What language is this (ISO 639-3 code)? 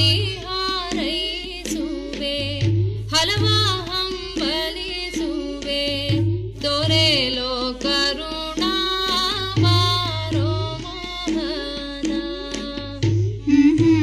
kan